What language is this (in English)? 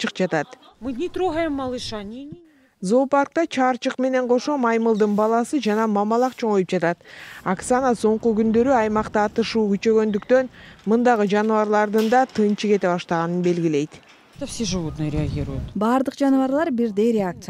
Kyrgyz